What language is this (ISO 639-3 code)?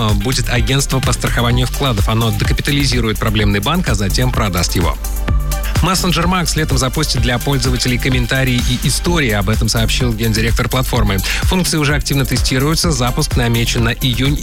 rus